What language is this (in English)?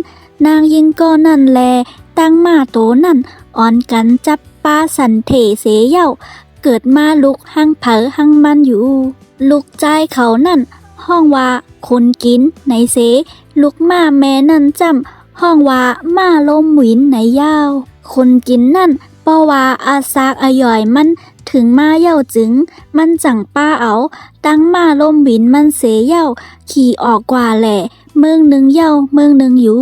Shan